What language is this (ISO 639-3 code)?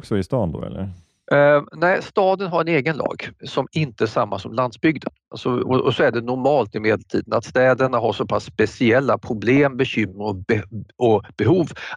swe